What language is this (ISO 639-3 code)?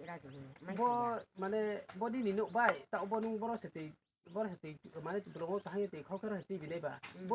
ria